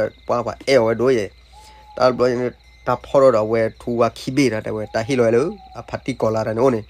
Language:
S'gaw Karen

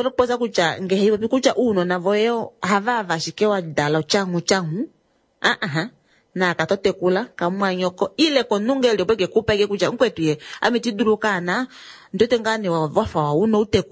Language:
Kuanyama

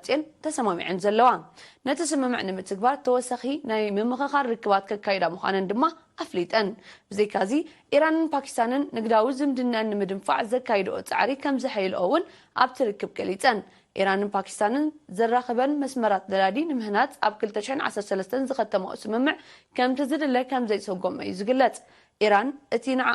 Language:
Tigrinya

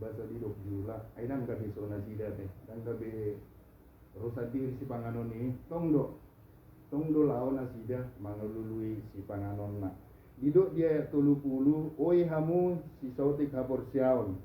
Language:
Batak Toba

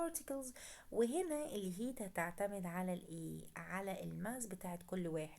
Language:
Egyptian Arabic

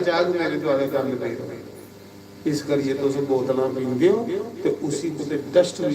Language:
Dogri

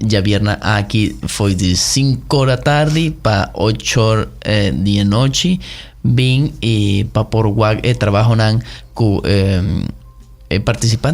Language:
Papiamento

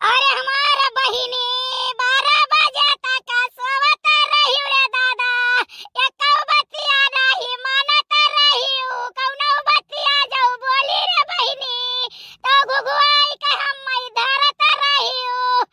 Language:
Awadhi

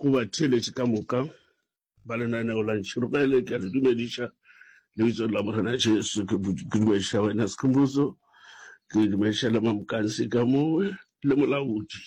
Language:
Northern Sotho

